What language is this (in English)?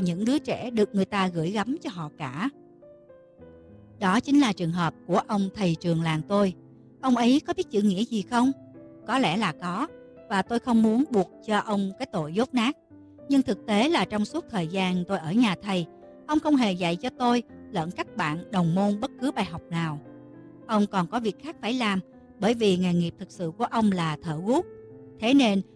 Vietnamese